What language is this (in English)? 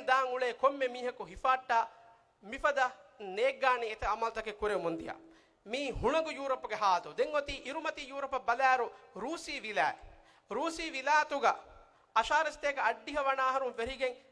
Divehi